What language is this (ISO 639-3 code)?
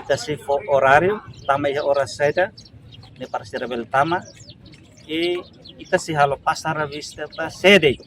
tet